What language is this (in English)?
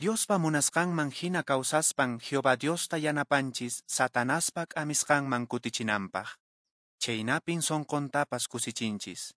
Quechua